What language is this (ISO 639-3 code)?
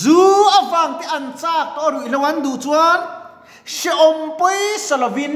lus